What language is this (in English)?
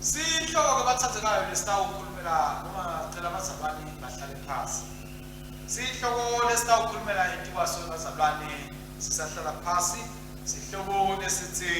Swati